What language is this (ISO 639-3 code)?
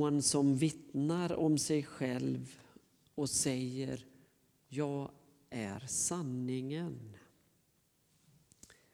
swe